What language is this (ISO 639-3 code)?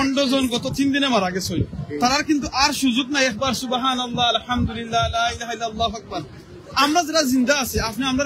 syl